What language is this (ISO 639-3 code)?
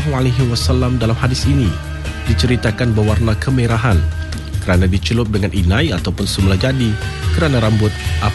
msa